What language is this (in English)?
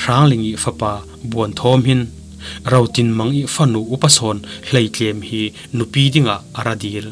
Falam Chin